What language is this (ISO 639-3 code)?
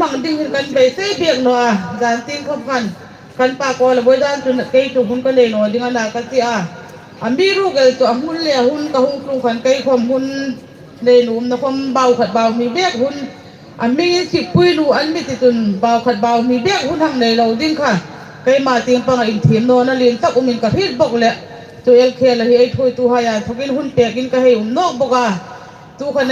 hmr